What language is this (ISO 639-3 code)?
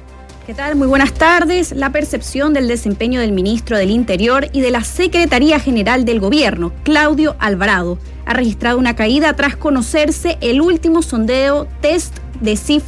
spa